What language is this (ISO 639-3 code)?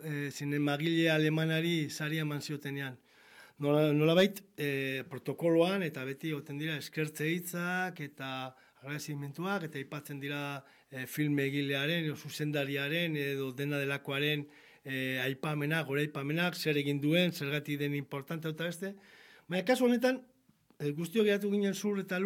eus